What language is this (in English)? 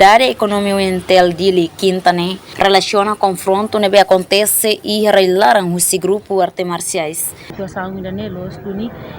Tetum